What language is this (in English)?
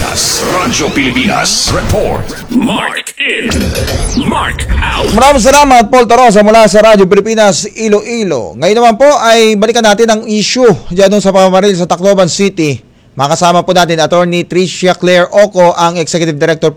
Filipino